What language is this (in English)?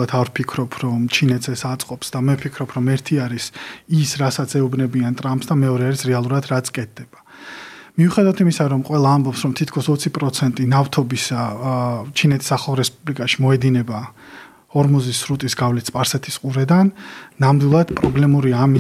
Georgian